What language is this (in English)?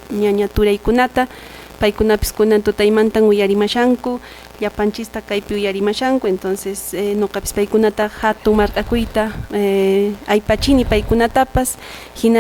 Quechua